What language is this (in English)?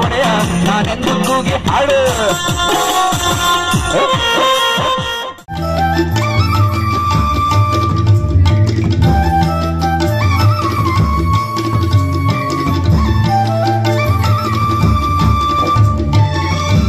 Kannada